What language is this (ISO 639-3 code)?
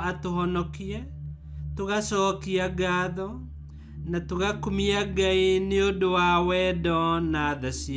kik